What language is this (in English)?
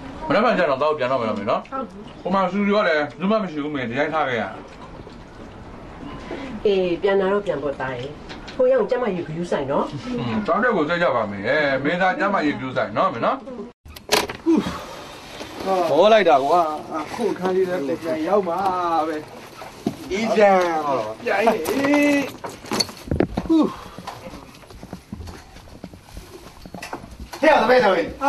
Burmese